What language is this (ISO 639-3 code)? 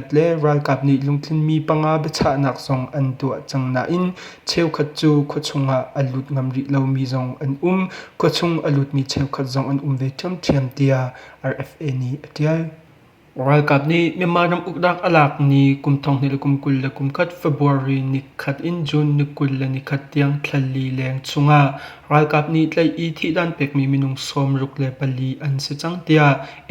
cnh